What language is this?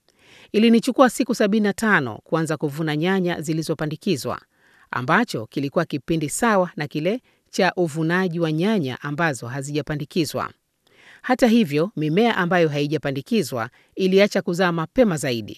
Swahili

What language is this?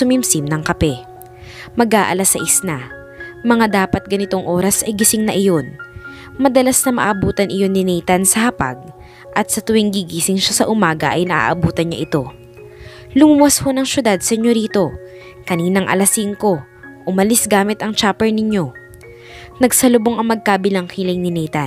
Filipino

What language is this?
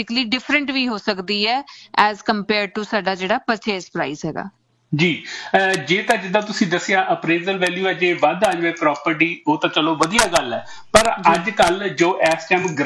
Punjabi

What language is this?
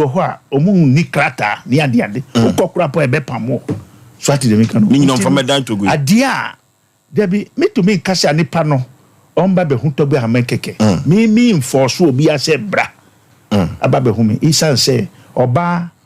Akan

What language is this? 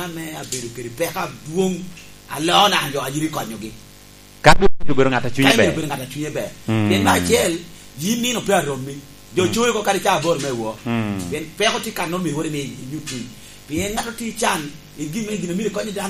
Lango (Uganda)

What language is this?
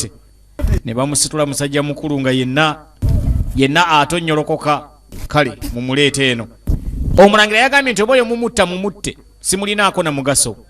Ganda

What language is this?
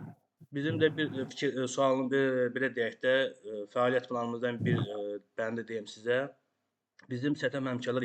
Azerbaijani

